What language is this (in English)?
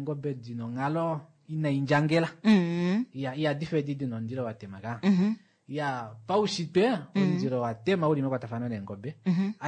Kuanyama